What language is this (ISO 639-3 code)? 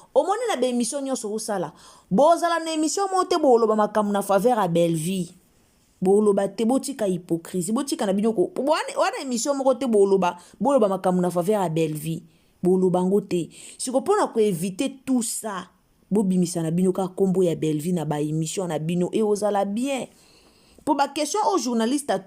lin